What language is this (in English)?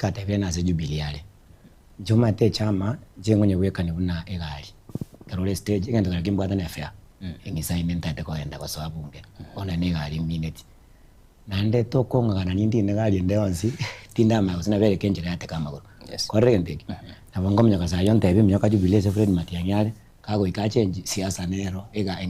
Gusii